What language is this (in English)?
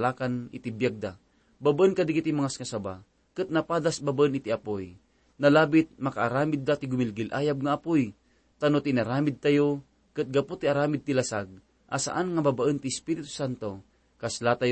Iloko